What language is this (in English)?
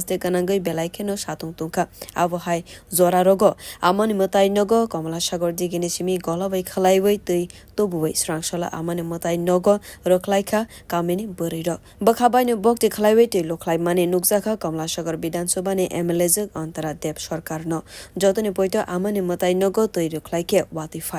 Kok Borok